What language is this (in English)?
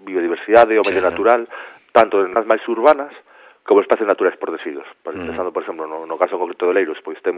Galician